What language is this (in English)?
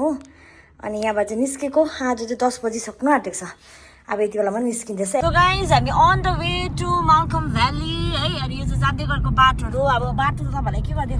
Nepali